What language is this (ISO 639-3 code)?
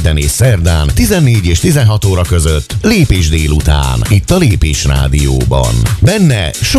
hun